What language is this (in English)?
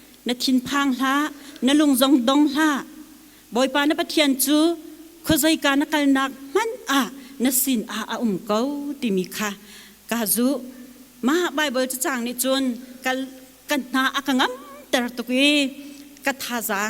Hakha Chin